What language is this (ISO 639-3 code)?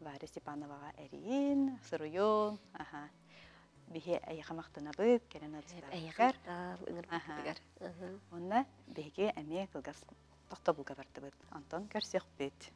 sah